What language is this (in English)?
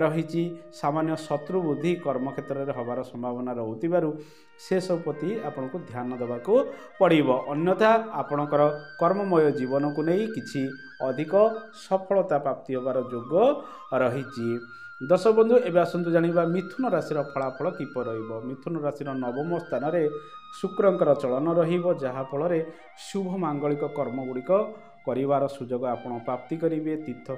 Odia